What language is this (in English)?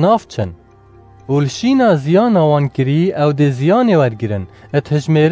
Kurdish